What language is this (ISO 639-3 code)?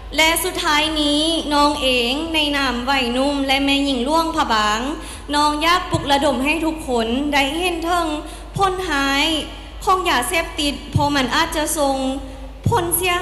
lao